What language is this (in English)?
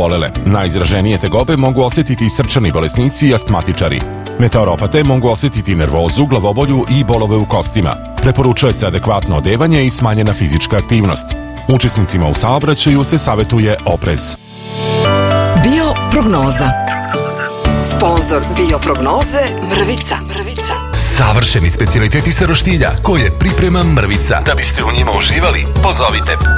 Serbian